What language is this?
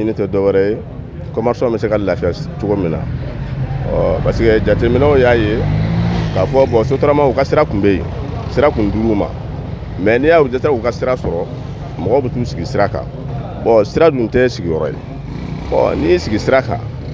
Bambara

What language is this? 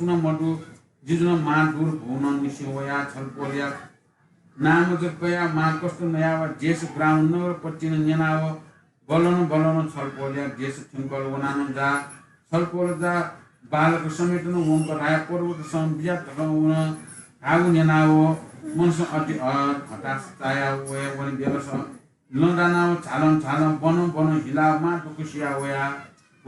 Newari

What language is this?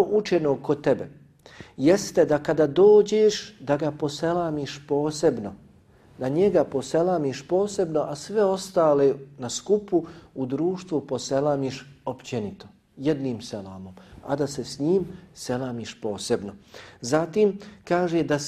Bosnian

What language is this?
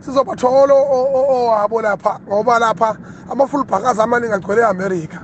Zulu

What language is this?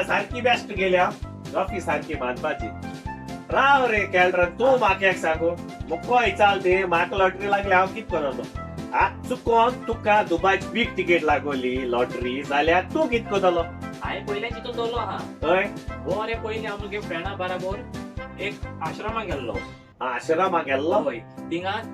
Konkani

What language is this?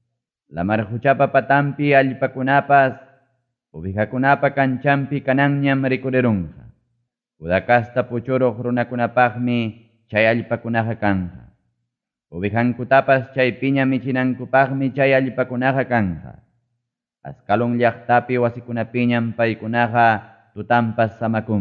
Ayacucho Quechua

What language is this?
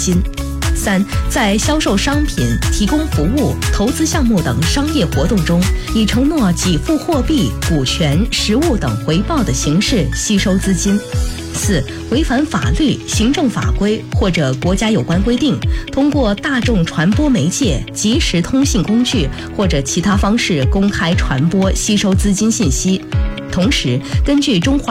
Chinese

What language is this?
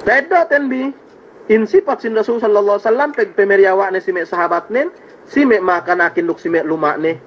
Yakan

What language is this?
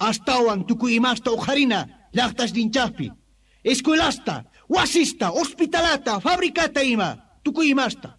Quechua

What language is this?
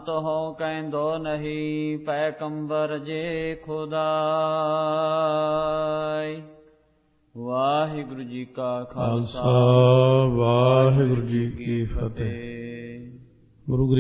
Punjabi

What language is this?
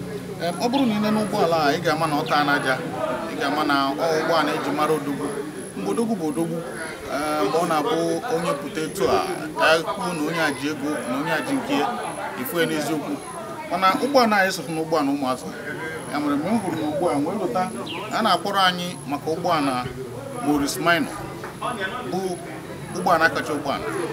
Igbo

